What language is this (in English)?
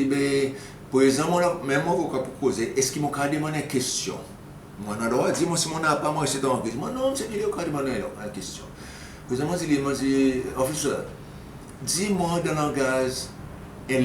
Seselwa Creole French